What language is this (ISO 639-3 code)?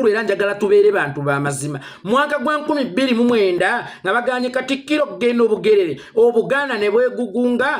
lug